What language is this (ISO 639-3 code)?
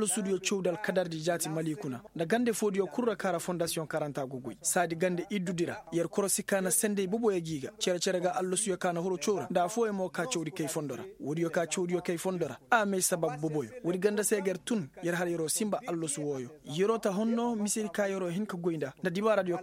ses